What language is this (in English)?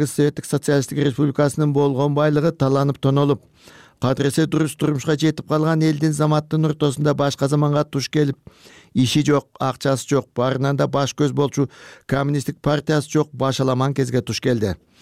Kyrgyz